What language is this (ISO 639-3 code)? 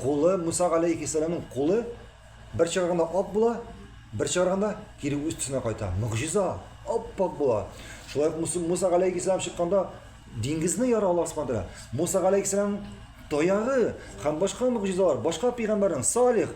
tat